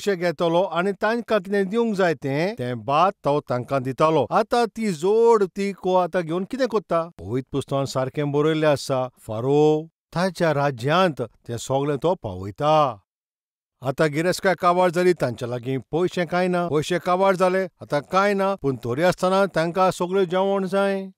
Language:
Konkani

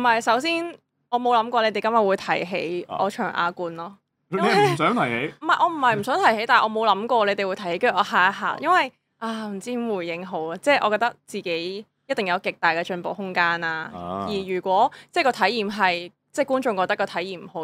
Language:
Cantonese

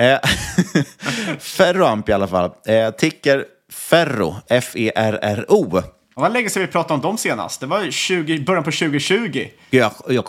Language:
Swedish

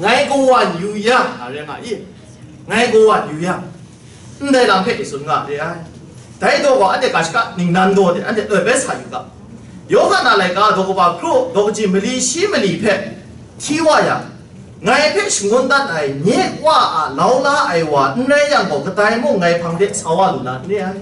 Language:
Kachin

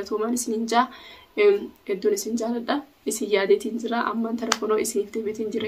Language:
Oromo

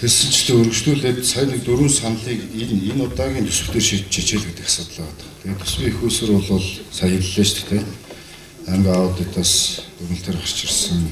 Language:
Mongolian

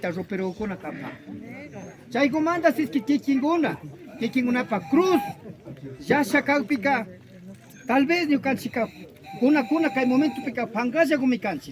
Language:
Imbabura Highland Quichua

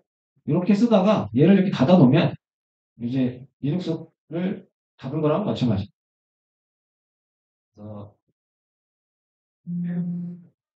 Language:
Korean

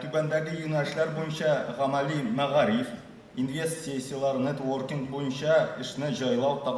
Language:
Tatar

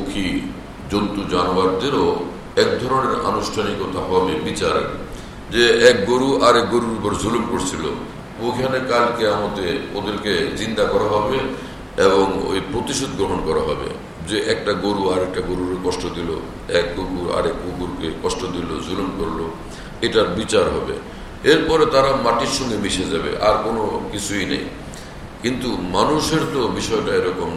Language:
Bangla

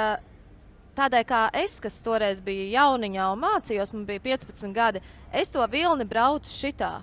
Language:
Latvian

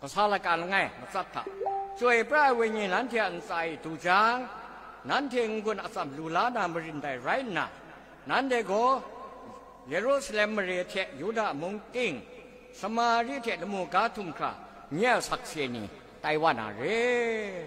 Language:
Kachin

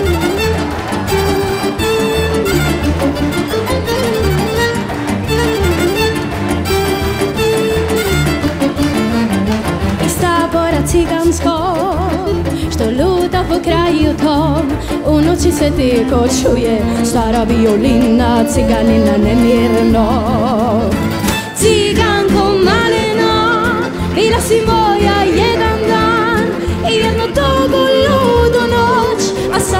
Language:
Serbian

